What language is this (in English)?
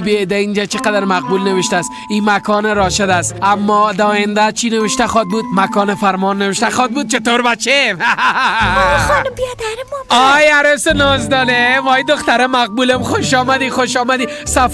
Persian